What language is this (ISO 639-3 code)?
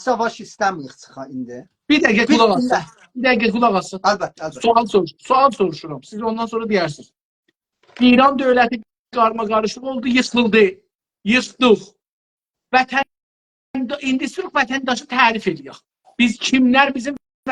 azb